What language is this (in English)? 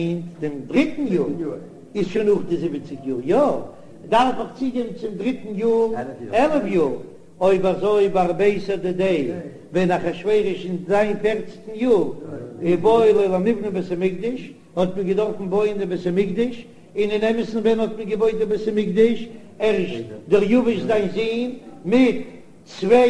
Yiddish